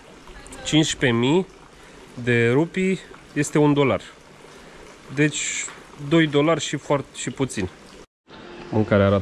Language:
Romanian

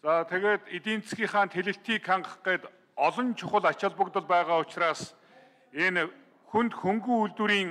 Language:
Mongolian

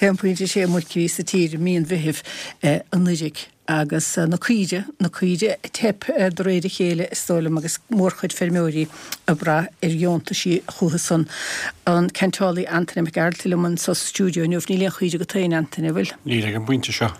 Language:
Irish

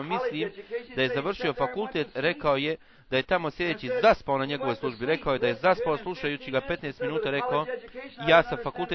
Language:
Bosnian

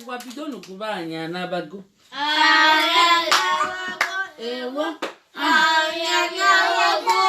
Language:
Igbo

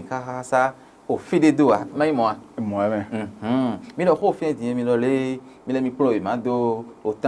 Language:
Fon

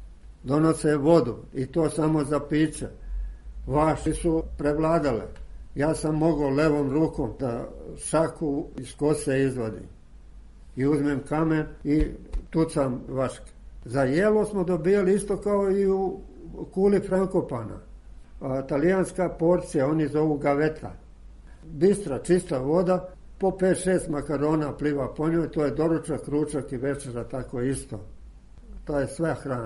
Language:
Serbian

